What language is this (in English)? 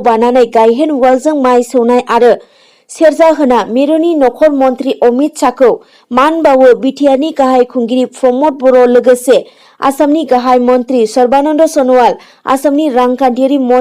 Bodo